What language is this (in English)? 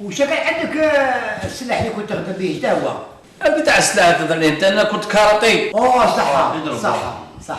Algerian Arabic